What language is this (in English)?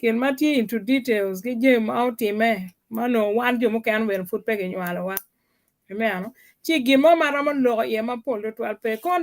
Acoli